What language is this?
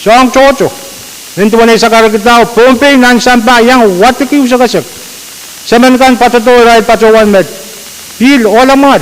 Pohnpeian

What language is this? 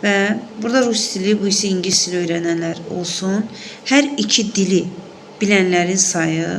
Azerbaijani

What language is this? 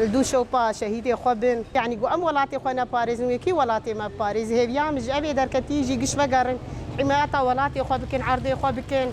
Kurdish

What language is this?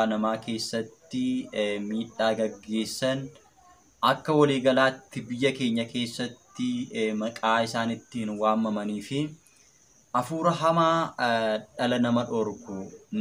Oromo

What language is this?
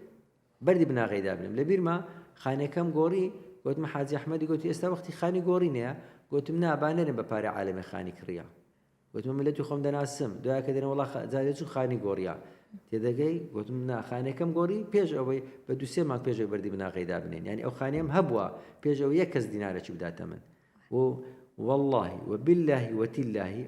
Central Kurdish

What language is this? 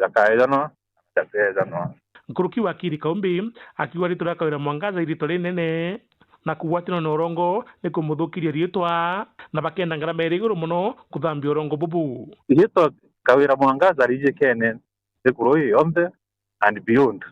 Meru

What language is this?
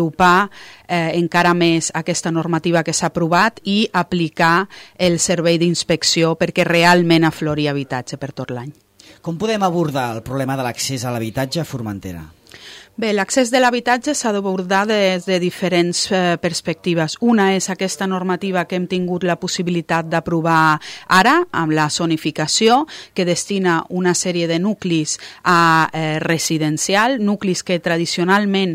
Catalan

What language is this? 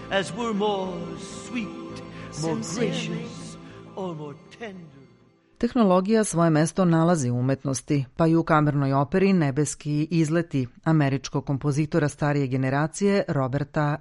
Serbian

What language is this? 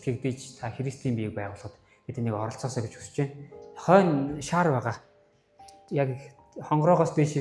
Mongolian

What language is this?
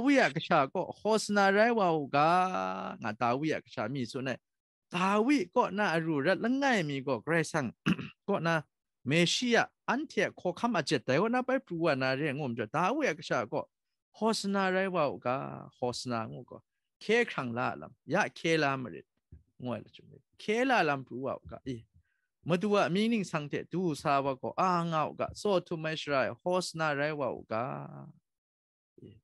Kachin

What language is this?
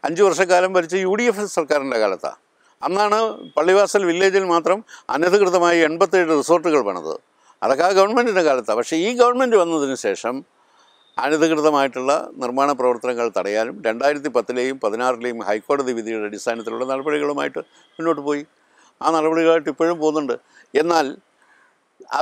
Malayalam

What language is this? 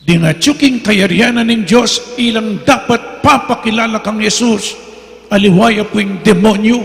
Pampanga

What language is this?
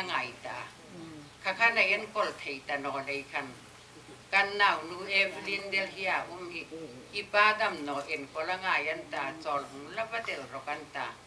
Hmar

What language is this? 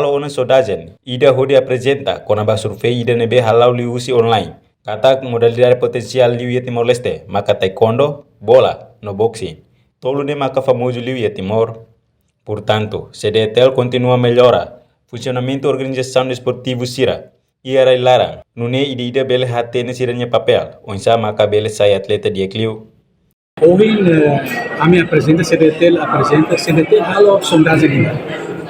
Tetum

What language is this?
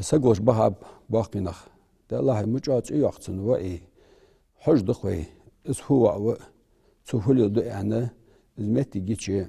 Ingush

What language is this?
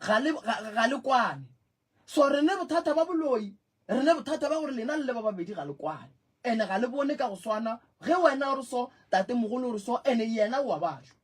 Northern Sotho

